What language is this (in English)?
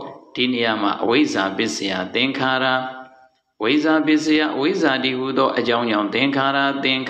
Burmese